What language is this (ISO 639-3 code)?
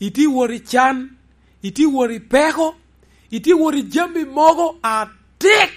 laj